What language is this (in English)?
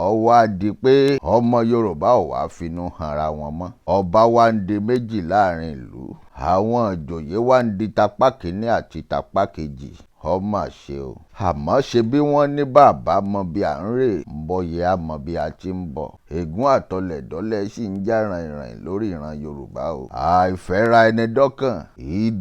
Yoruba